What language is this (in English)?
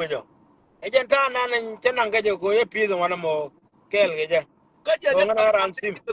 Nuer